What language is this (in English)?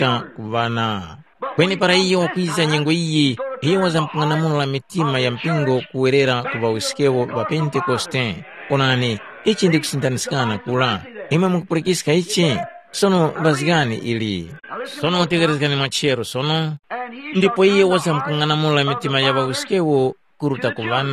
Tumbuka